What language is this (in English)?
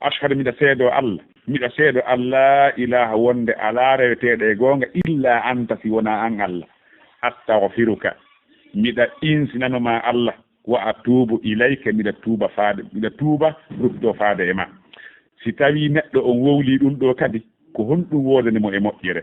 Fula